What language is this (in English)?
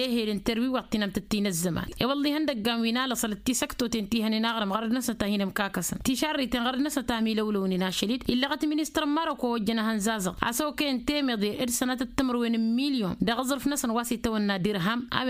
Tamasheq